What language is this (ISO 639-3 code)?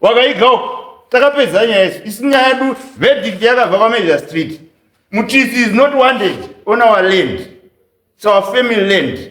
sna